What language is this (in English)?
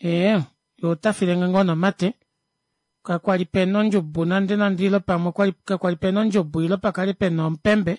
Kuanyama